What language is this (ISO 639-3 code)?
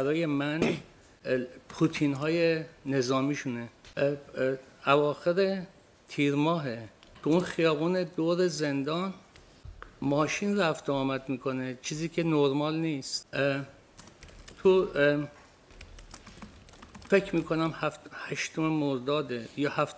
fas